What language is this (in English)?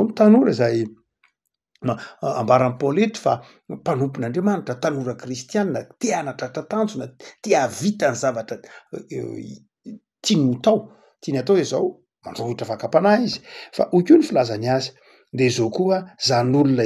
Malagasy